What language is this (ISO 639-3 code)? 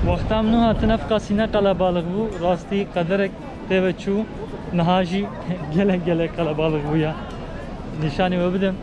kur